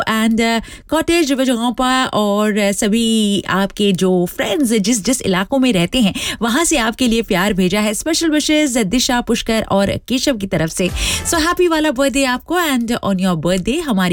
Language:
Hindi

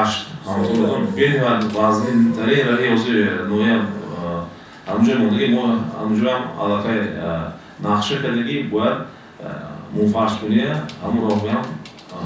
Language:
Tajik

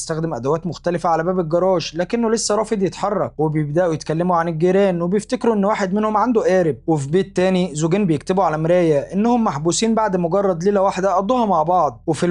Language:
Egyptian Arabic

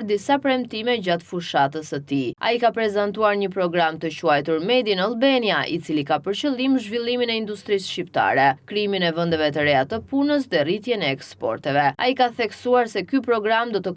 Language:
Albanian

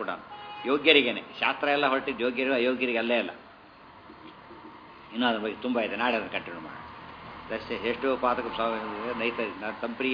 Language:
Kannada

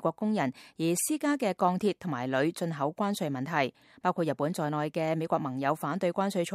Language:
Cantonese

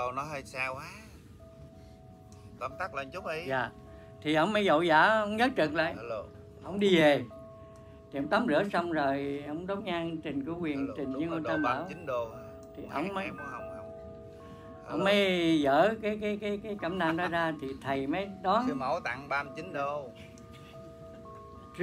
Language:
Vietnamese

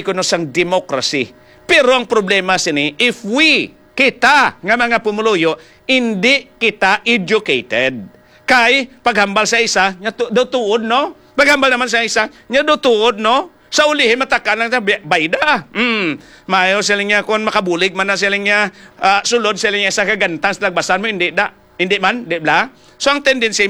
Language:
Hiligaynon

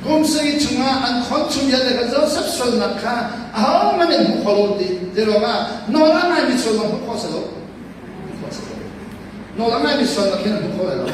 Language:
Hakha Chin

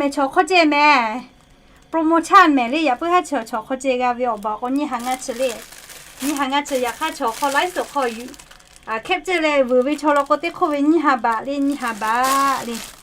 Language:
Lahu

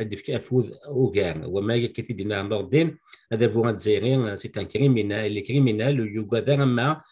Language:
Kabyle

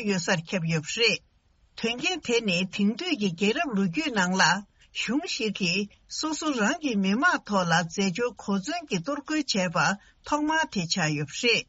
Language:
Tibetan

